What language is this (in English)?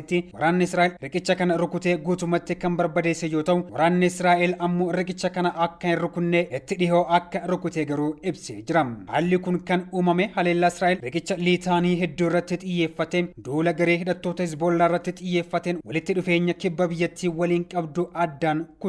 Oromo